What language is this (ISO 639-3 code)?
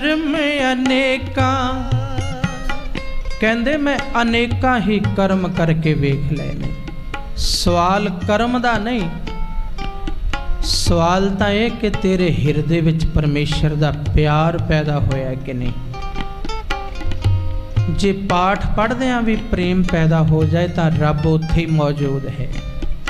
pan